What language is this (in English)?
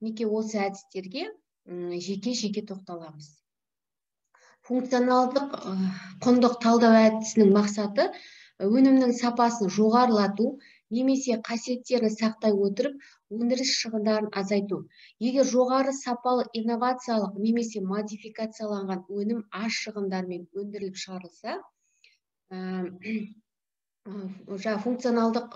Kazakh